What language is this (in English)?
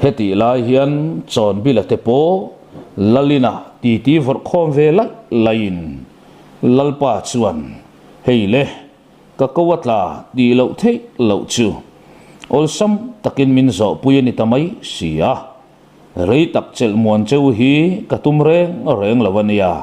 Mizo